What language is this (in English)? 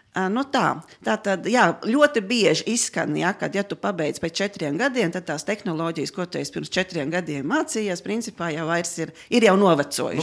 Latvian